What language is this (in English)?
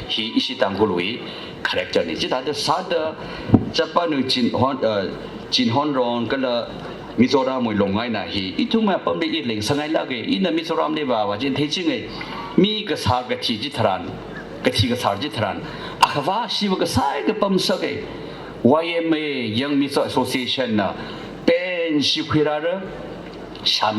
Tangkhul Naga (India)